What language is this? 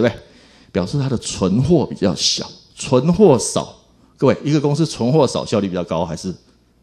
Chinese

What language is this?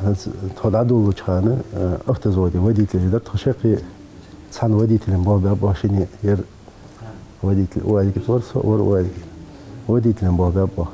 Ingush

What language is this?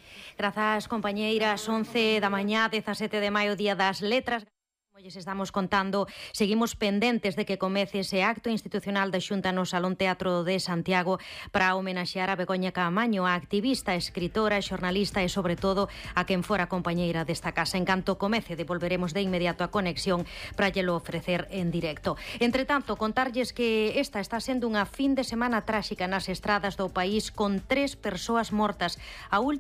Galician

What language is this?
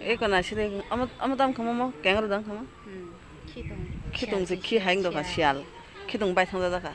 Kok Borok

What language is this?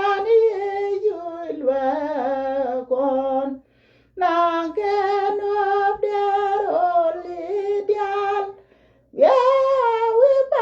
Nuer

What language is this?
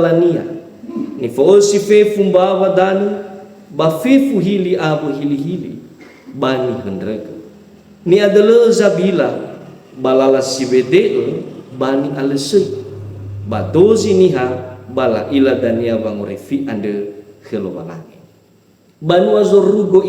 Nias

